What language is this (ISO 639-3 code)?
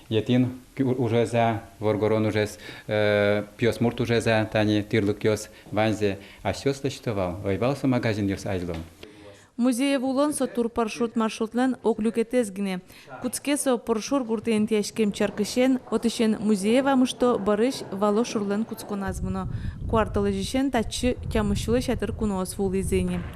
udm